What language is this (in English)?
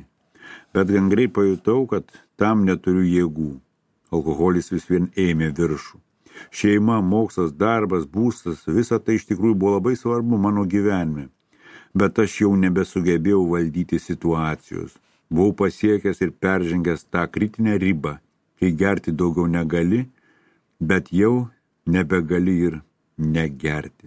Lithuanian